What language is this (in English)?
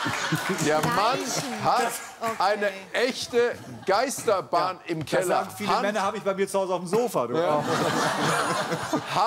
German